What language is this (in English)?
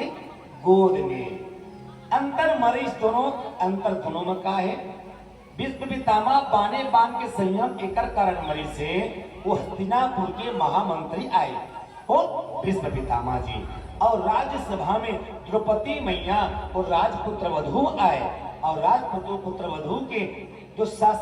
Chhattisgarhi